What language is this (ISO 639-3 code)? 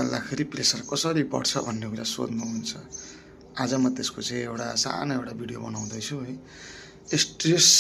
nep